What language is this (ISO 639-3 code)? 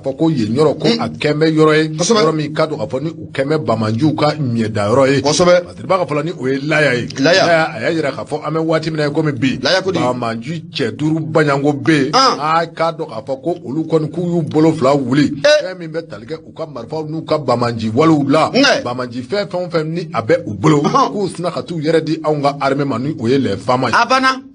bam